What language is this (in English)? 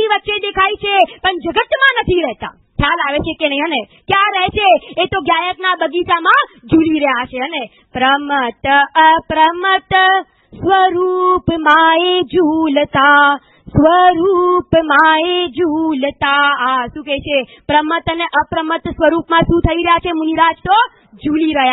Gujarati